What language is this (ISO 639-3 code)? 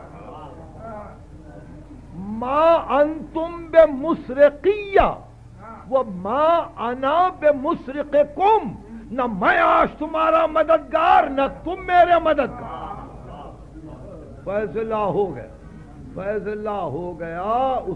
urd